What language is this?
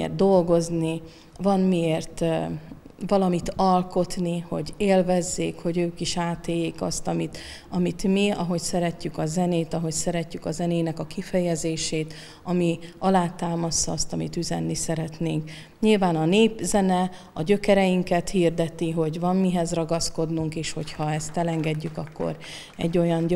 Hungarian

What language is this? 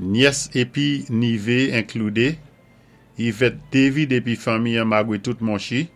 Saint Lucian Creole French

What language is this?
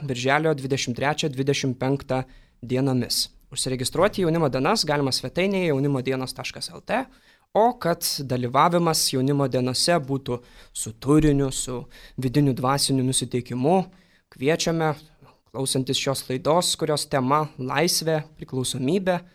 Lithuanian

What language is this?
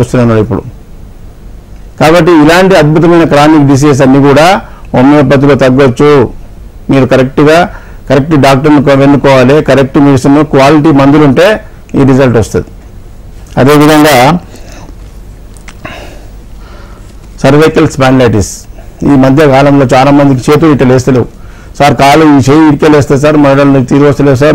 Telugu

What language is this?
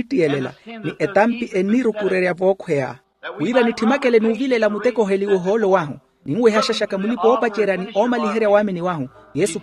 Makhuwa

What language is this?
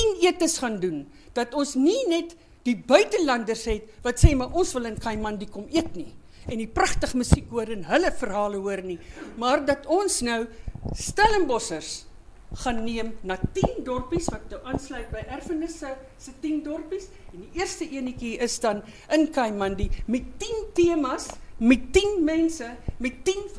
Afrikaans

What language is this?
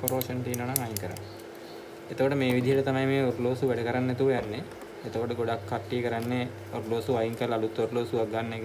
Sinhala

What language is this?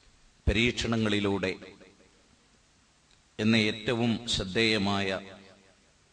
Malayalam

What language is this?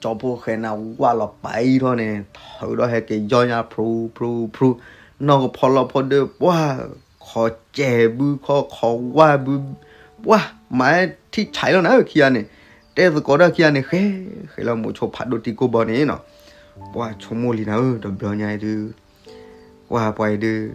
S'gaw Karen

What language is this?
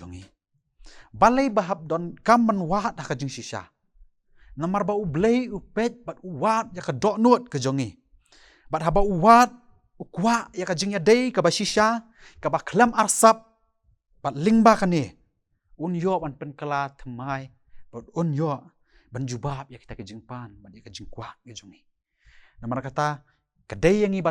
Khasi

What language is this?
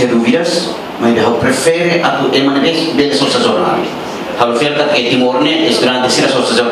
Tetum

